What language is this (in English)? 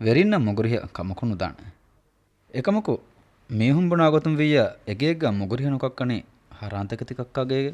Divehi